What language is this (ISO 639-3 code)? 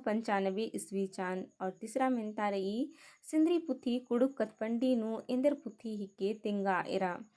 kru